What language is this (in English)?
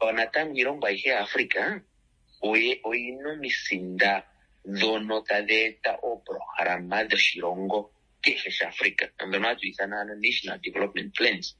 Kuanyama